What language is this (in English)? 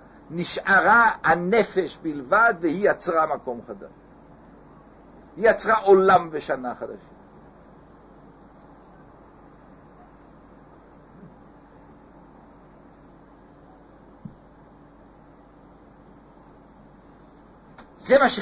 Hebrew